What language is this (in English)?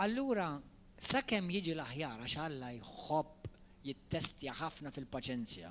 Maltese